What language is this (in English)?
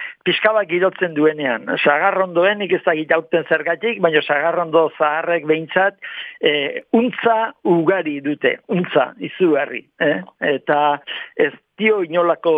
Basque